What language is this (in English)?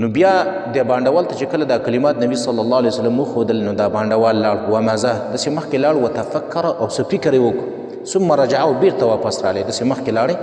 Pashto